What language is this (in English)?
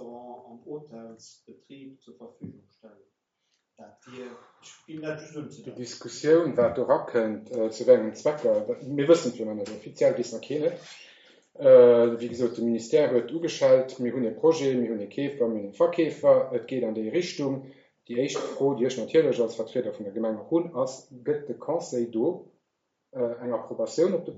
Luxembourgish